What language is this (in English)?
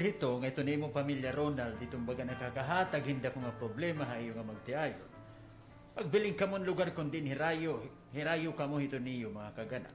Waray